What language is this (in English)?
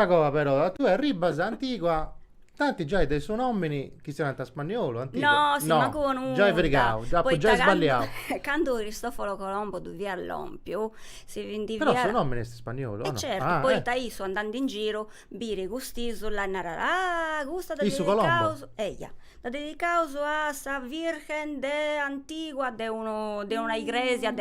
Sardinian